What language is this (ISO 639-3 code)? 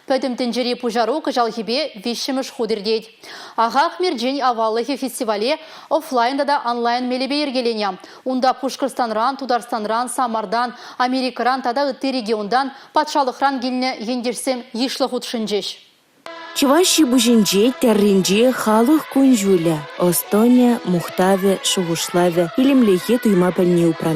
chv